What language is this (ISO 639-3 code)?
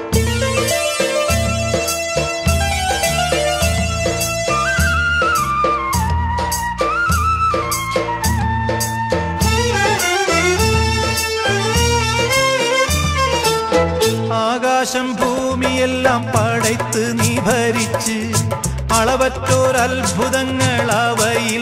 mal